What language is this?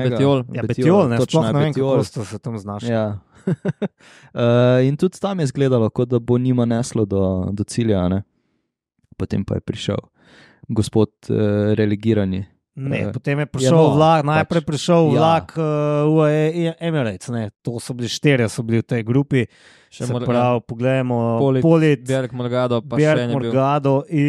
Slovenian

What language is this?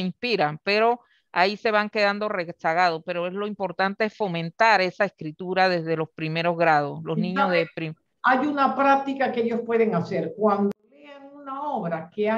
Spanish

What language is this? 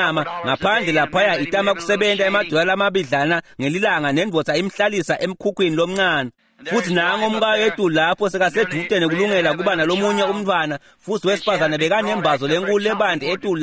Swati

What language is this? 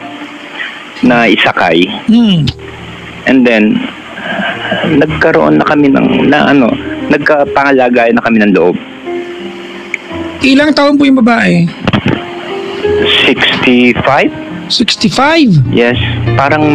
Filipino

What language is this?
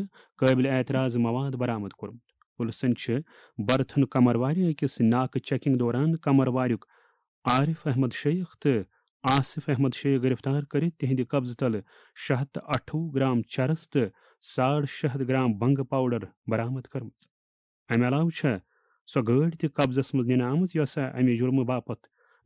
Kashmiri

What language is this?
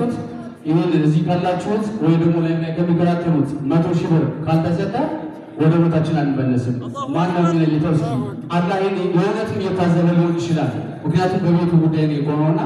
Amharic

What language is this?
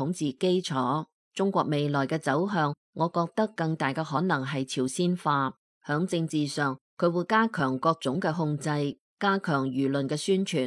Cantonese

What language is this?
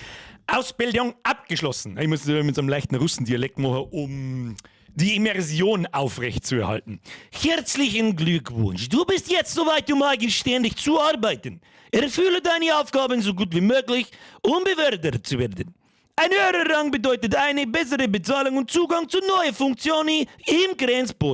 Bavarian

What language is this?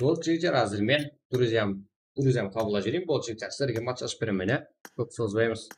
Kara-Kalpak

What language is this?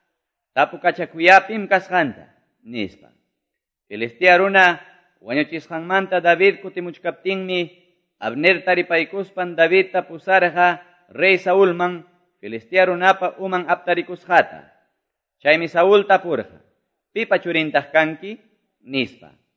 Quechua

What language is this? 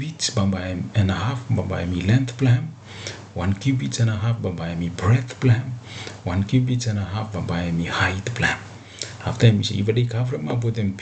Bislama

